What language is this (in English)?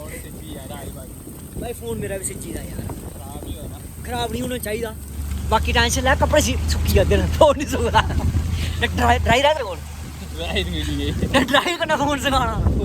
Dogri